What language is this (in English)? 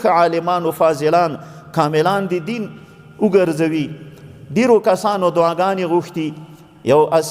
Pashto